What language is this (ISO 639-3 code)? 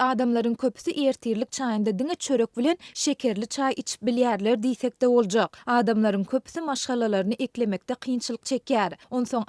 tuk